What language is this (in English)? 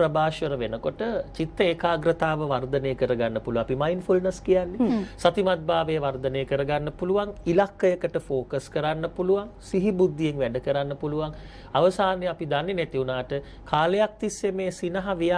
Sinhala